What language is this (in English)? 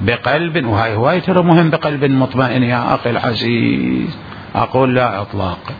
Mesopotamian Arabic